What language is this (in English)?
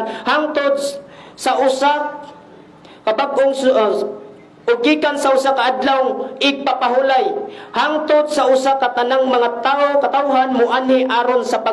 Cebuano